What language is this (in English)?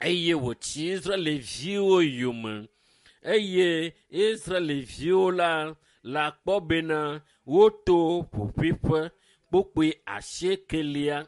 Ewe